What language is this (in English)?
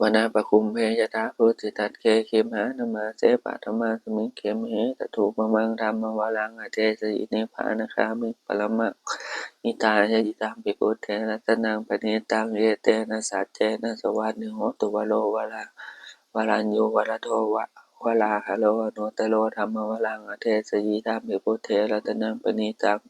Pali